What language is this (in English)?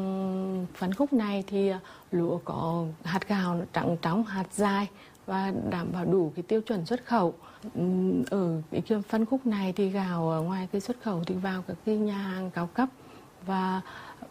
Vietnamese